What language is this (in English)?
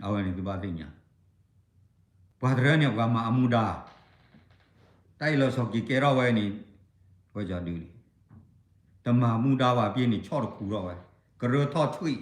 S'gaw Karen